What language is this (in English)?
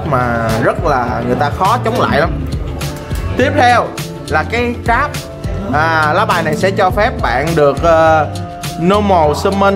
Vietnamese